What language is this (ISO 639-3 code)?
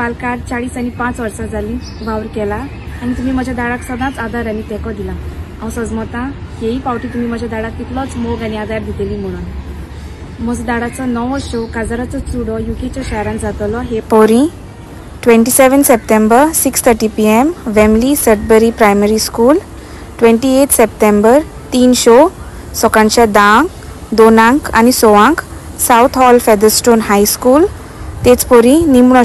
kok